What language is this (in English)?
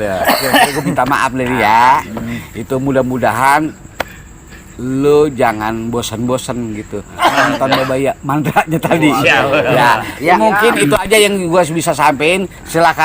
Betawi